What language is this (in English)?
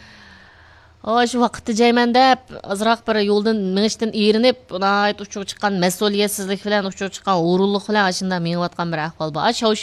Uyghur